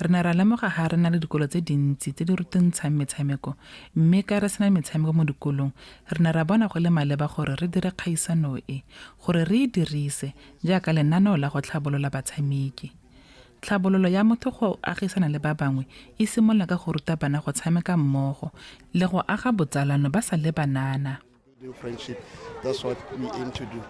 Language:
Tswana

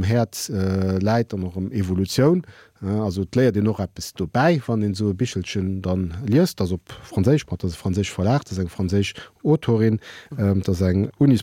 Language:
Luxembourgish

